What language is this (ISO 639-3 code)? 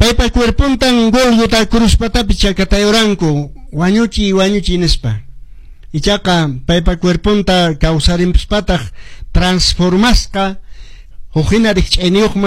que